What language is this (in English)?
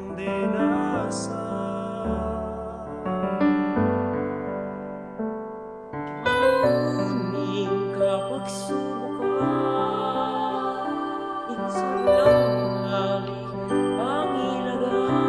Pampanga